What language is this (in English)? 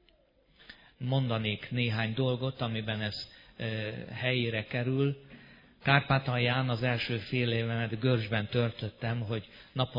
Hungarian